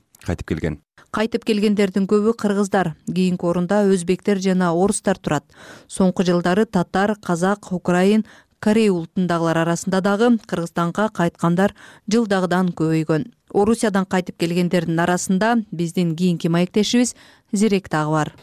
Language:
Kyrgyz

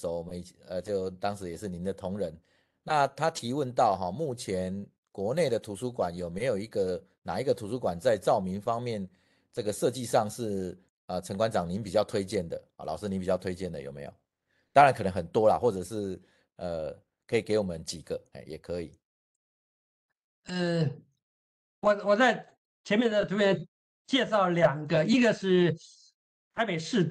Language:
Chinese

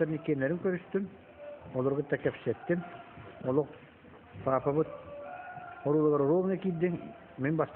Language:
Yakut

